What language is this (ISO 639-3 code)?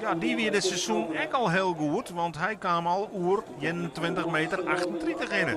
fry